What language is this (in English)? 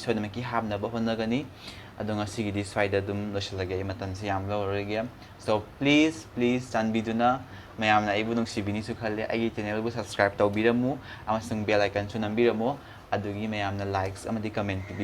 Manipuri